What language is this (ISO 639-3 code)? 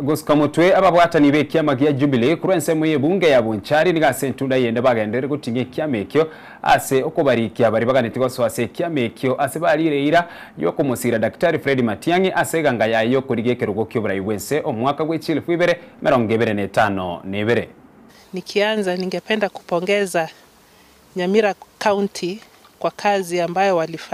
guz